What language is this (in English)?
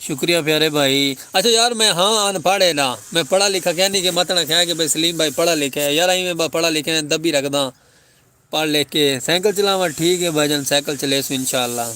Saraiki